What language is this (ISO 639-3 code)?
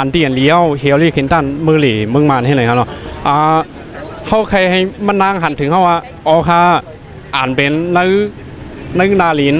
shn